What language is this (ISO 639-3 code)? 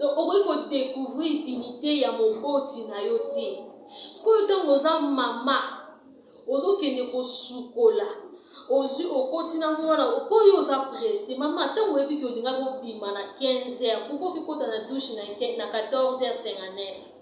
lin